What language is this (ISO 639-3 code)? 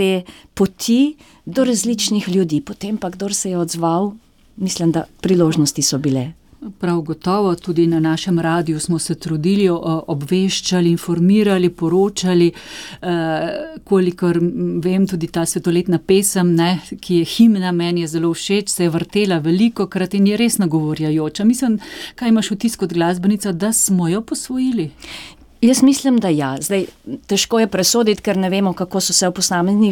slv